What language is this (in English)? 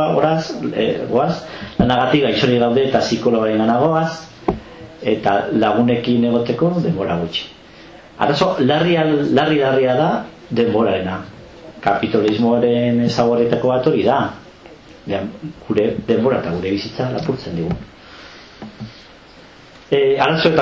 Basque